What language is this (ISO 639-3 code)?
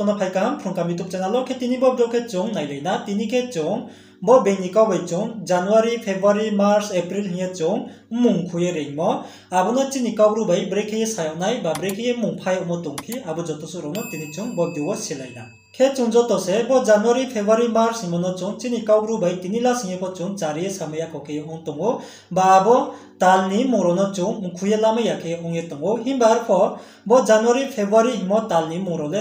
ria